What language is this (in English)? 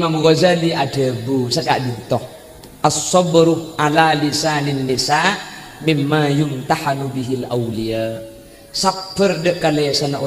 Madurese